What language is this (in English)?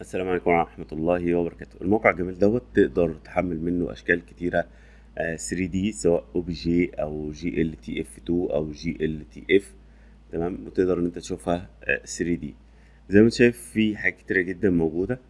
Egyptian Arabic